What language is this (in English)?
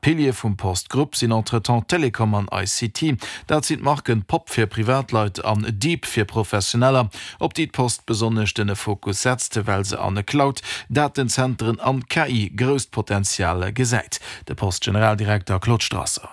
Luxembourgish